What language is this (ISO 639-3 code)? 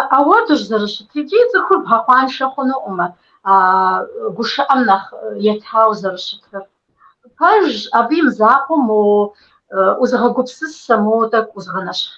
kbd